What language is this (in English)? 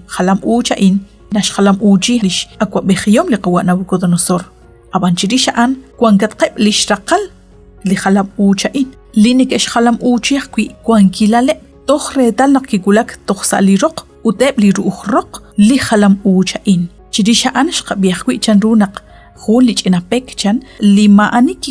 Kekchí